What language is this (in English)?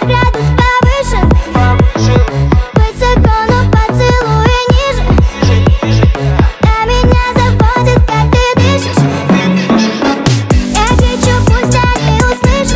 Russian